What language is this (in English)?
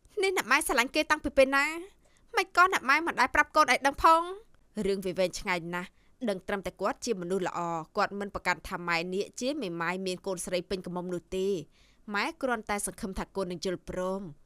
Khmer